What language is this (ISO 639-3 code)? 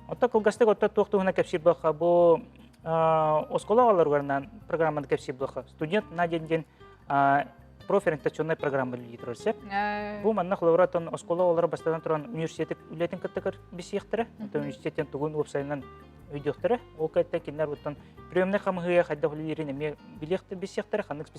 sah